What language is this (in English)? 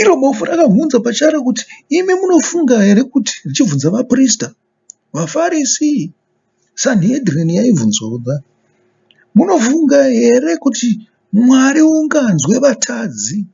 Shona